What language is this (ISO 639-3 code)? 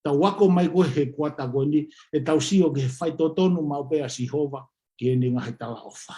ton